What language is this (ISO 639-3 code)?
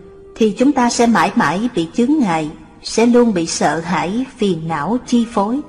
vie